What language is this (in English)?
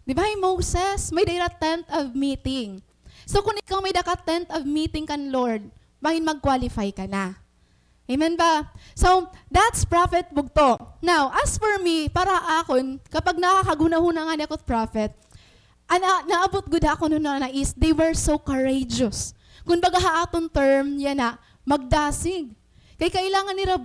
Waray